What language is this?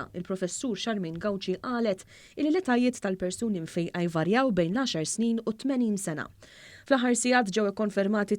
Maltese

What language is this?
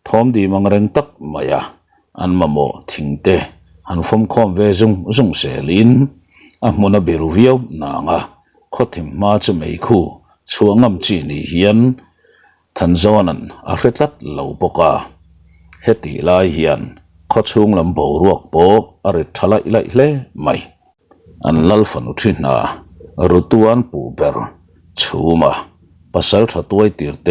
Mizo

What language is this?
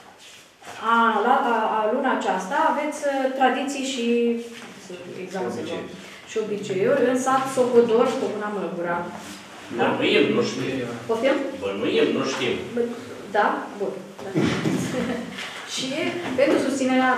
Romanian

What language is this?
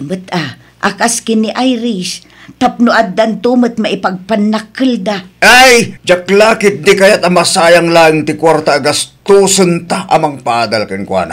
Iloko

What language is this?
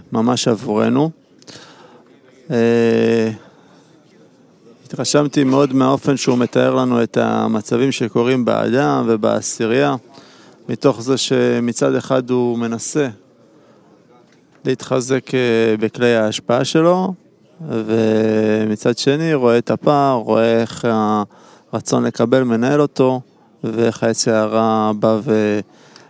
Hebrew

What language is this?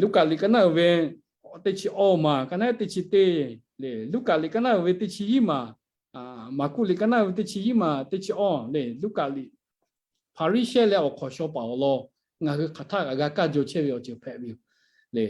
Lahu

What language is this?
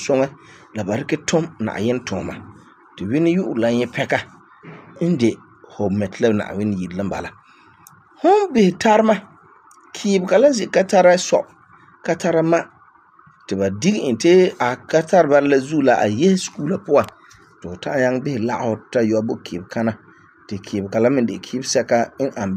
Frafra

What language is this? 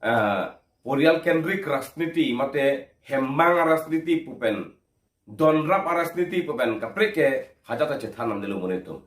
Karbi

